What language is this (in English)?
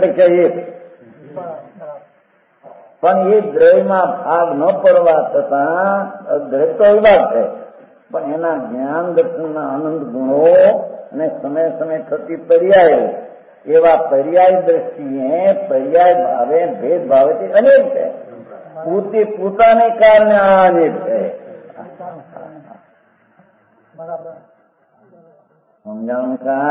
Gujarati